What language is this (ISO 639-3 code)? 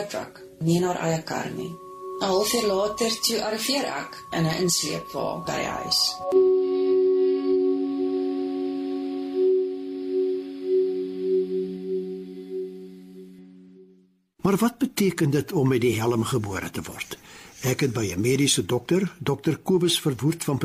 afr